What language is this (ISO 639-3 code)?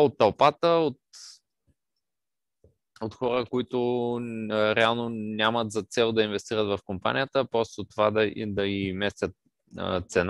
bul